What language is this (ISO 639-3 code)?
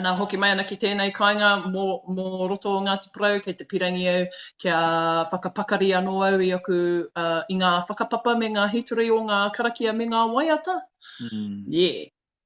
mri